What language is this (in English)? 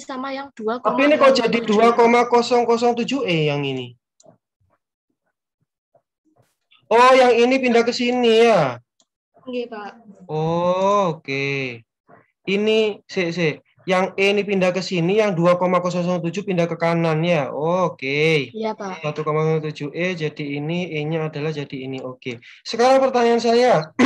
Indonesian